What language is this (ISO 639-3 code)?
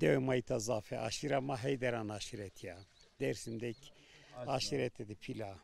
zza